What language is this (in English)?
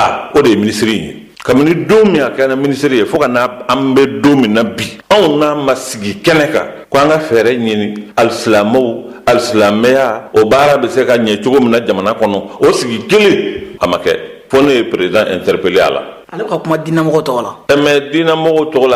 Bambara